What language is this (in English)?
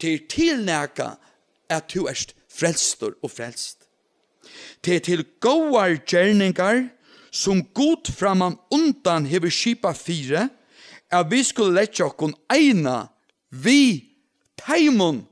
Faroese